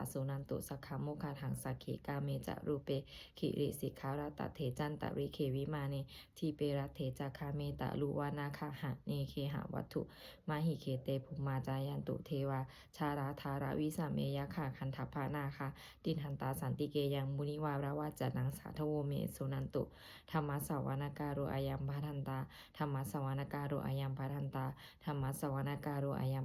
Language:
Pali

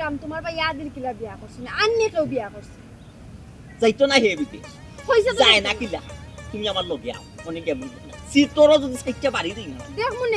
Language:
Sylheti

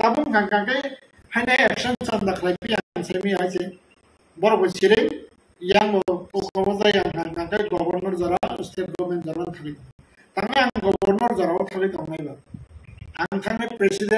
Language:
Kok Borok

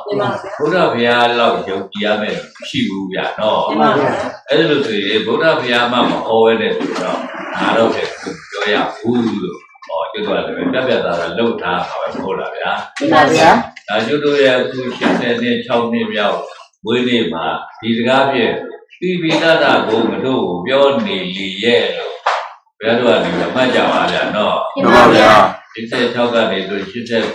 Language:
Burmese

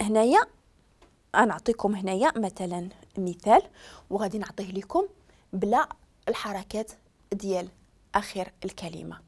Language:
Moroccan Arabic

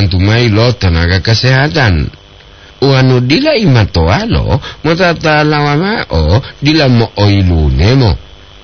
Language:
Gorontalo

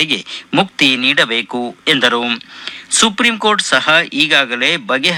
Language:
Kannada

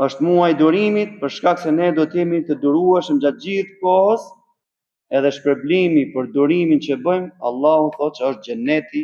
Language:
Albanian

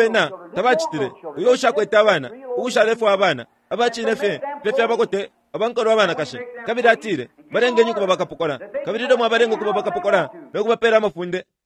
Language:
Bemba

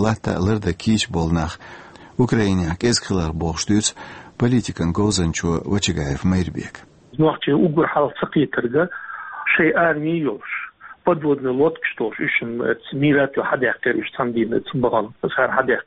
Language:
Chechen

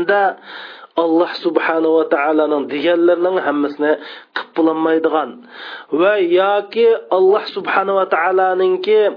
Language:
Uyghur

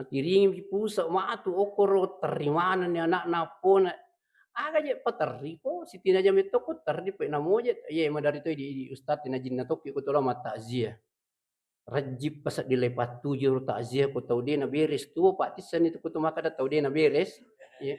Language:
Buginese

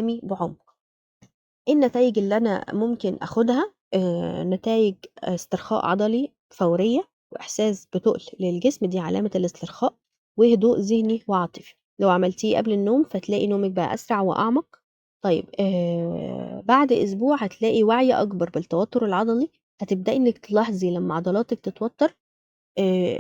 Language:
Egyptian Arabic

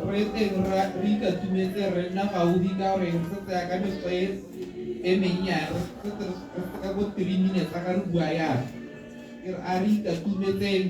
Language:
Tswana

